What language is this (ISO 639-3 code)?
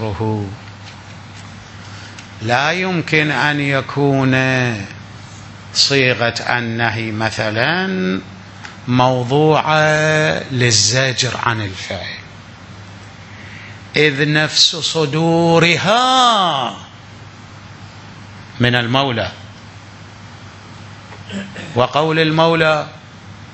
ara